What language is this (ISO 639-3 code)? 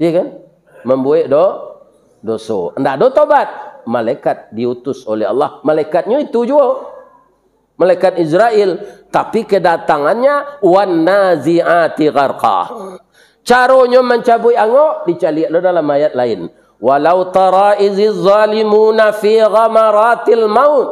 min